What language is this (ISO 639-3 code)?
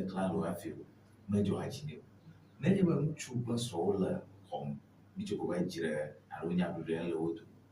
ewe